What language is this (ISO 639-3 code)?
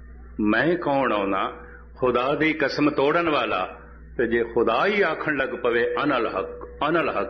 pan